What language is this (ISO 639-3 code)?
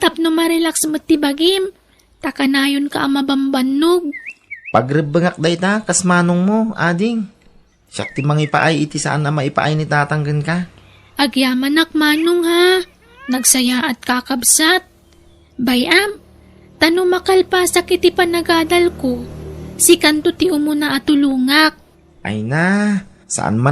ilo